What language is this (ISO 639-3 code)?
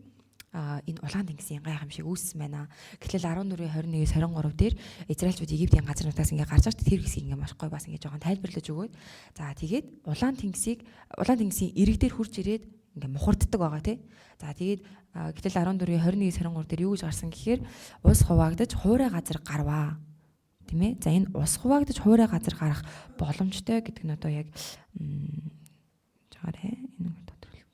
mon